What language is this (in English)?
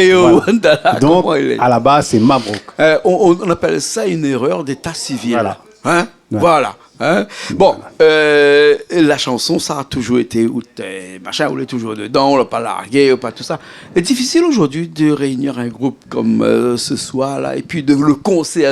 Réunion Creole French